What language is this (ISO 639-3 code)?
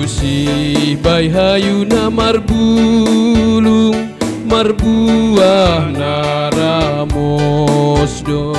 bts